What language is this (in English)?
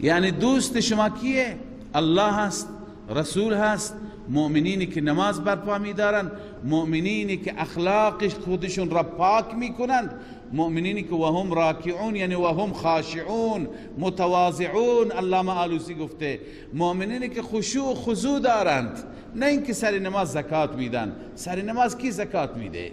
Persian